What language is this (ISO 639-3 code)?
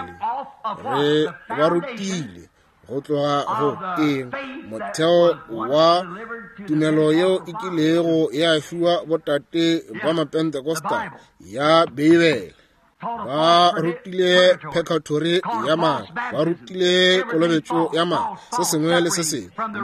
nso